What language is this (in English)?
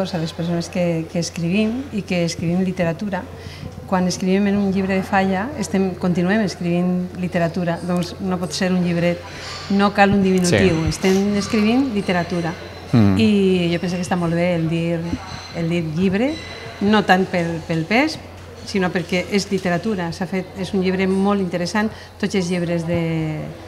Catalan